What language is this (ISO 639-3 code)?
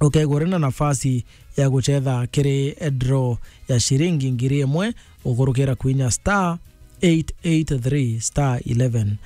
mer